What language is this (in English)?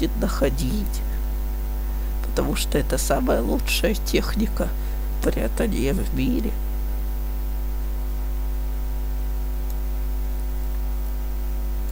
Russian